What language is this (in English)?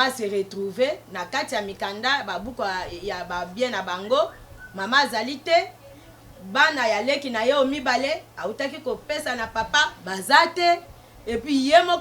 Lingala